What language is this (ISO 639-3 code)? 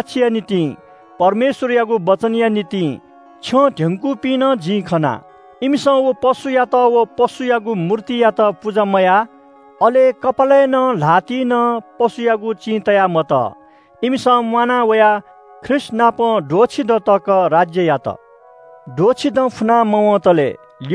new